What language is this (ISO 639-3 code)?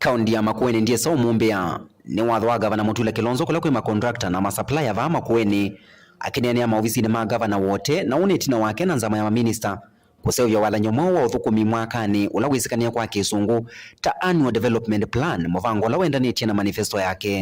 kam